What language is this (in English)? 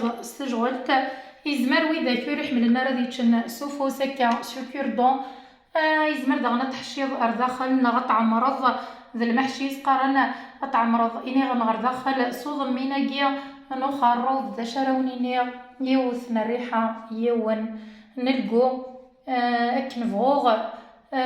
Kabyle